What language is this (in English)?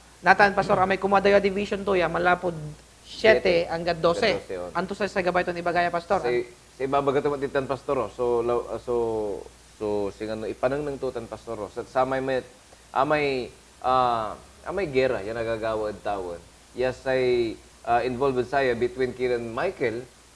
Pangasinan